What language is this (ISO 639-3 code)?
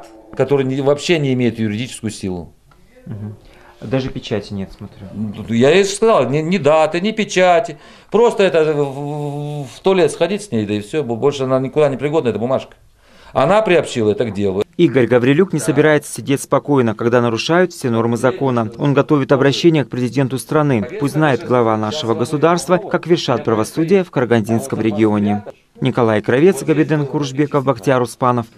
rus